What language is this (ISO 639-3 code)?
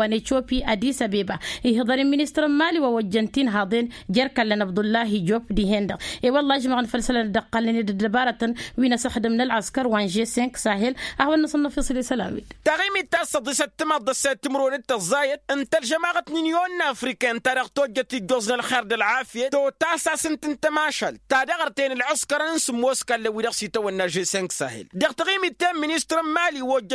taq